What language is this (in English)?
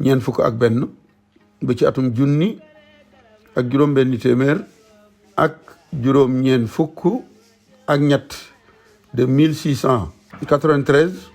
Wolof